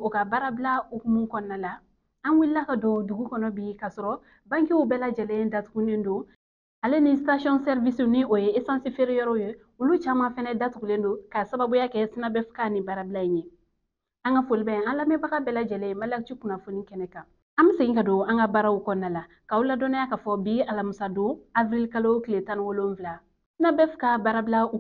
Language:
Bambara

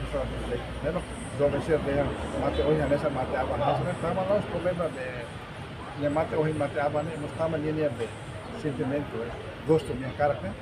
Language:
Tetum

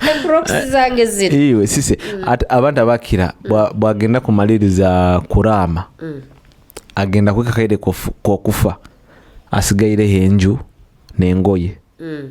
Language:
Nyoro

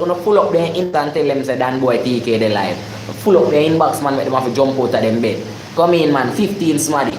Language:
Jamaican Creole English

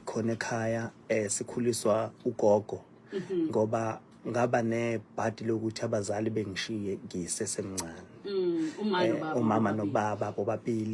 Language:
Zulu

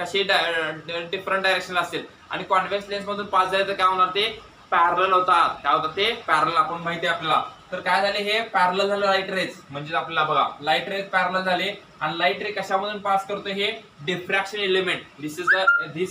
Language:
Marathi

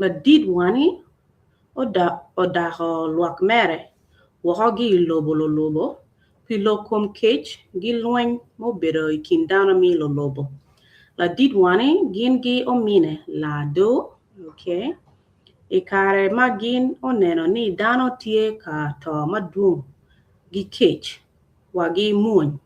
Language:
Acoli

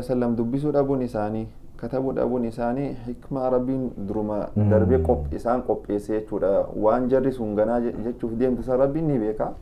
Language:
Oromo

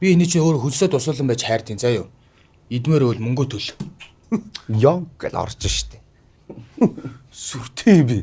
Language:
Mongolian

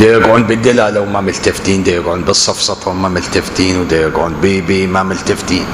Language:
Mesopotamian Arabic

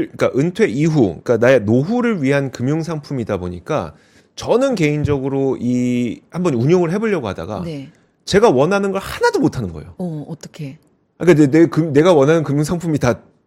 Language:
Korean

